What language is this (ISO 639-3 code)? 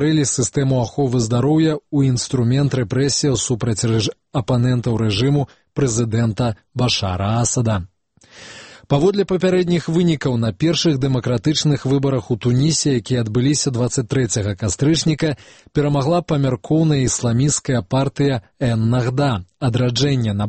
bel